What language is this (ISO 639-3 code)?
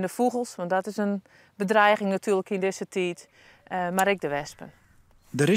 fry